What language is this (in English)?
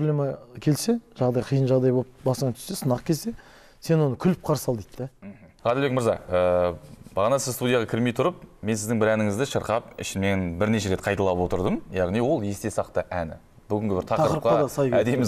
Kazakh